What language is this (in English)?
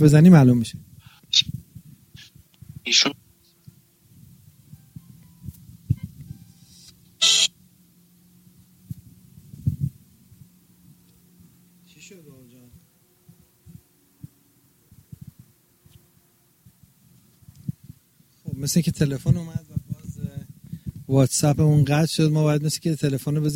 Persian